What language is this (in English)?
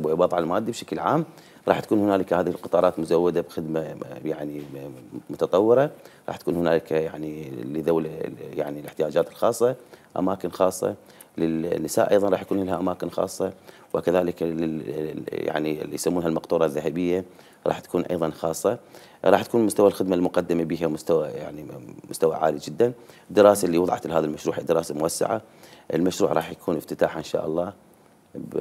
Mesopotamian Arabic